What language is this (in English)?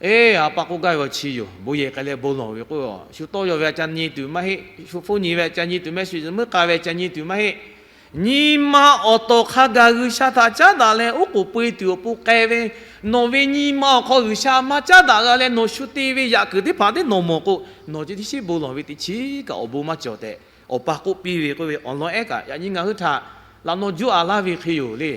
Lahu